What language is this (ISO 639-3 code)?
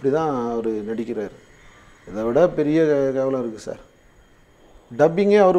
tam